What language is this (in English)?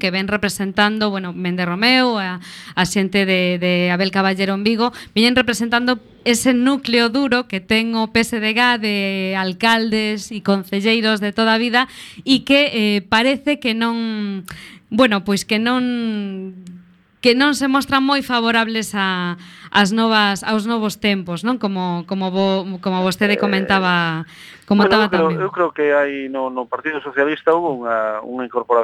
Galician